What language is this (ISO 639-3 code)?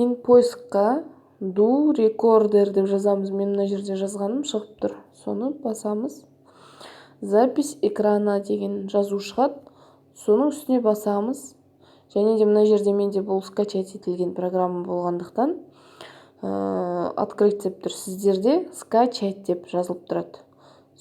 kaz